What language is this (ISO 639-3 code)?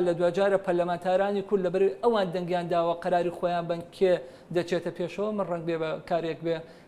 ckb